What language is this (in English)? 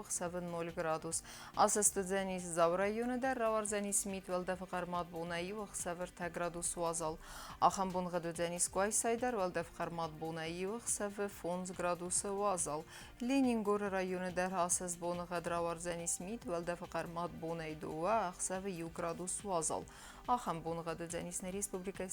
Ossetic